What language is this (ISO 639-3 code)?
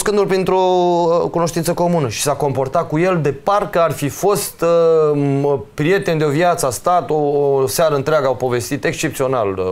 ron